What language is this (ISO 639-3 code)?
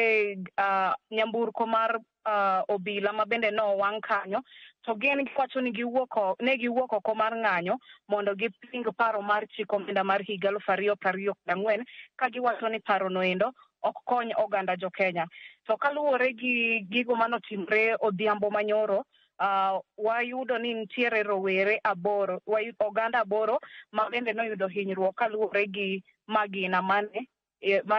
luo